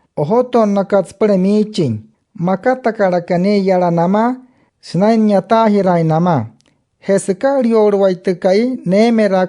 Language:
Wayuu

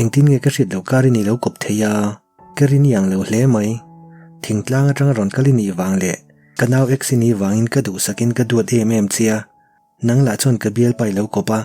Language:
Mizo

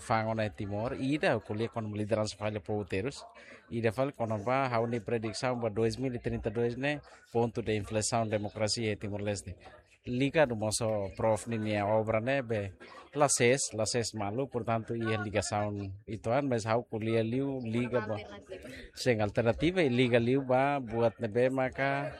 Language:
Tetum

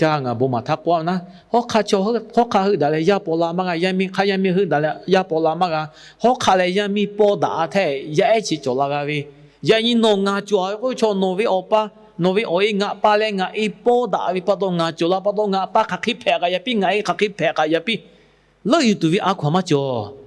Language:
Lahu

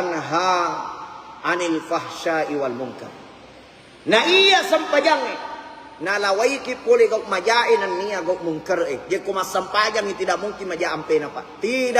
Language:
Buginese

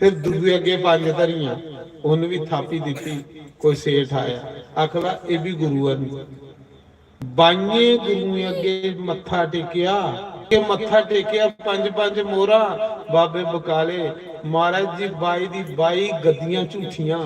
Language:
Dogri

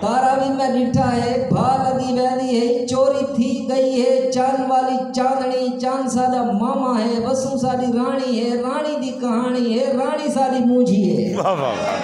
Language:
Saraiki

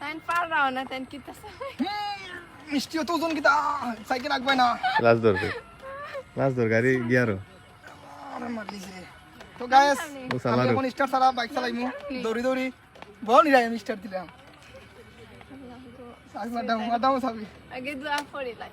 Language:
Sylheti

